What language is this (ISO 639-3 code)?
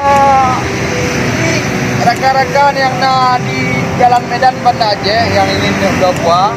ace